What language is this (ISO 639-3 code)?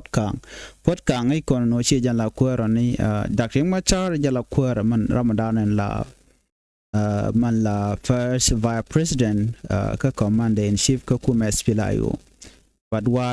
nus